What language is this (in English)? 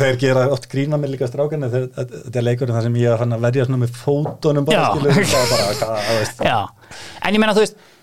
Icelandic